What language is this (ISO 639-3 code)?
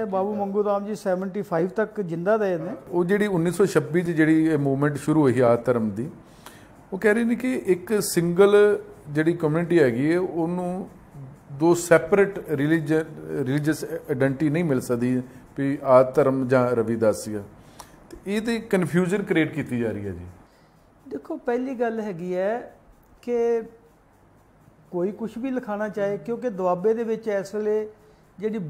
pan